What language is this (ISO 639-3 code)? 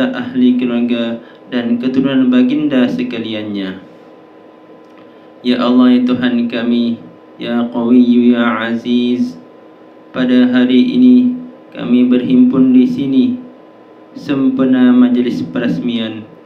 msa